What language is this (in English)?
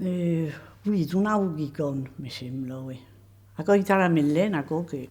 Occitan